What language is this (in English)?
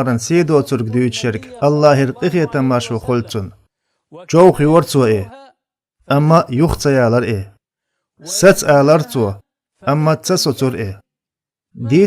Chechen